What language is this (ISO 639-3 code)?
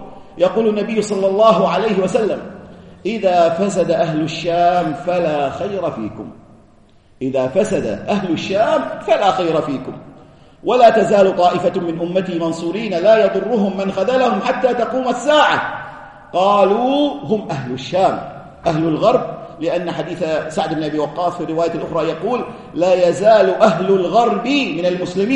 ara